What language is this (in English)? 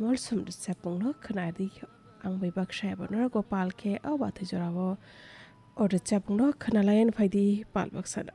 Kok Borok